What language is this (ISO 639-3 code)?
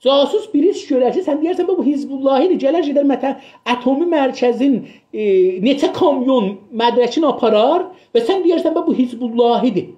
azb